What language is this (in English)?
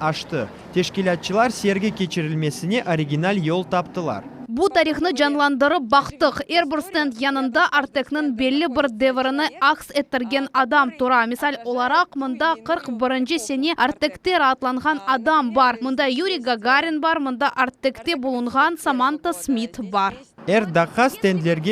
Crimean Tatar